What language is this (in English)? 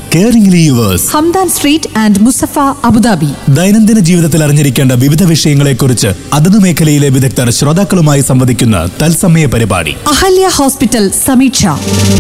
Malayalam